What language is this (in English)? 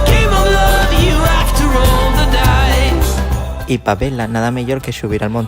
Asturian